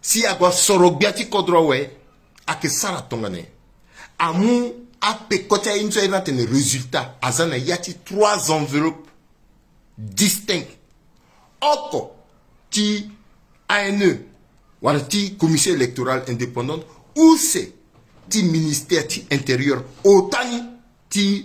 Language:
Sango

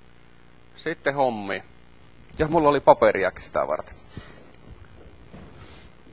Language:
Finnish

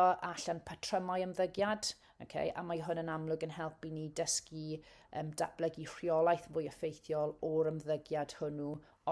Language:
Welsh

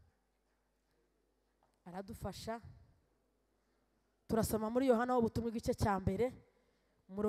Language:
Kinyarwanda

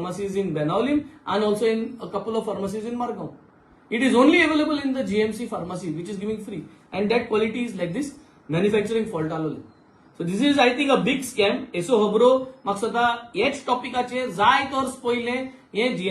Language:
Konkani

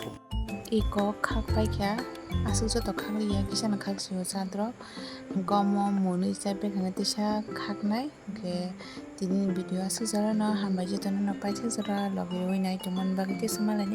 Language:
Kok Borok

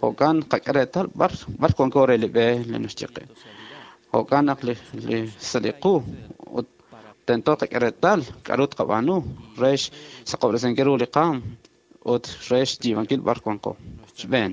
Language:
Kekchí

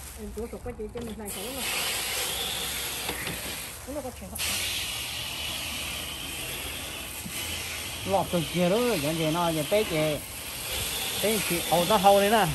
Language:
Vietnamese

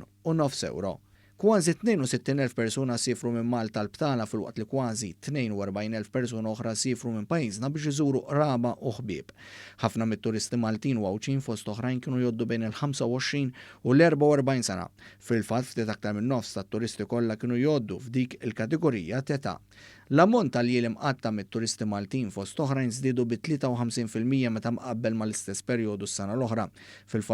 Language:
Maltese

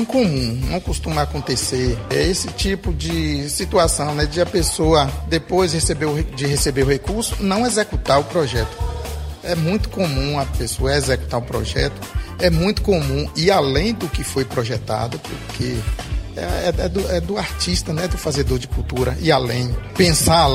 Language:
Portuguese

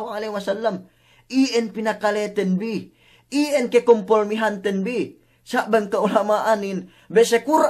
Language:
Yakan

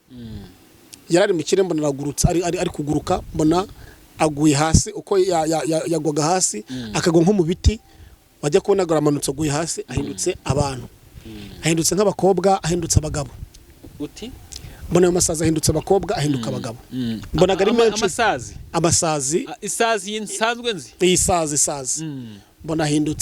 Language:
Kinyarwanda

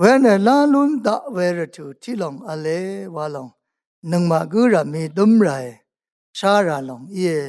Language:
Rawang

